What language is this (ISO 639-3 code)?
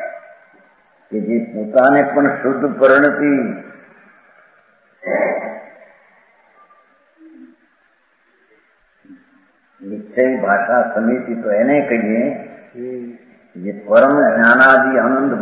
guj